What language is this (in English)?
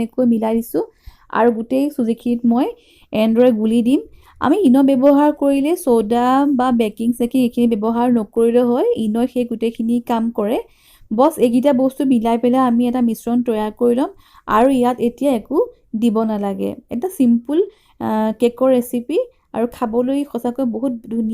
Assamese